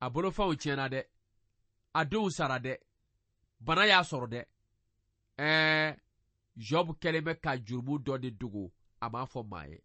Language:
Bambara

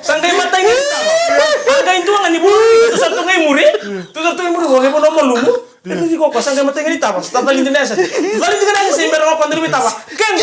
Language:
Fijian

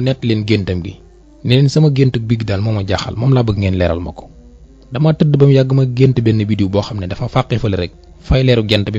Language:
Wolof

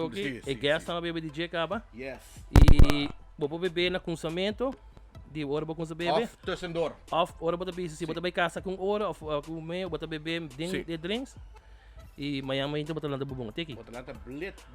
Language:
Papiamento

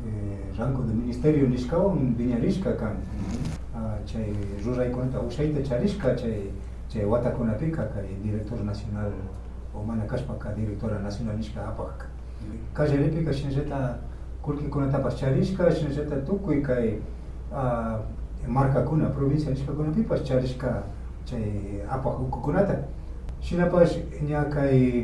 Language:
Imbabura Highland Quichua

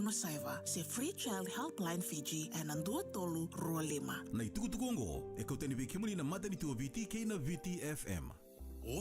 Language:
Fijian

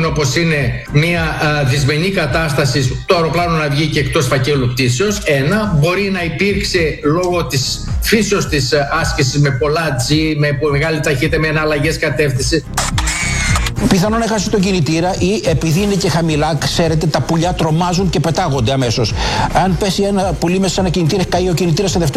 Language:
Greek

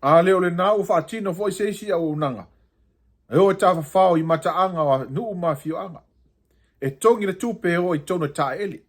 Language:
Samoan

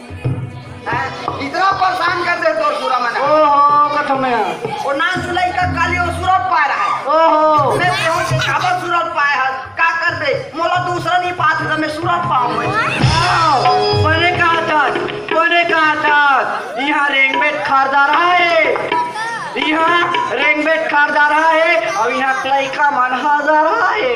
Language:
Chhattisgarhi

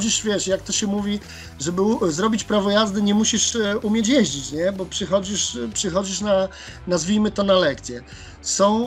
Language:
Polish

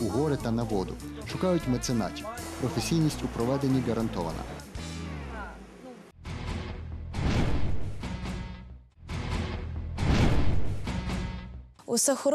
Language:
Ukrainian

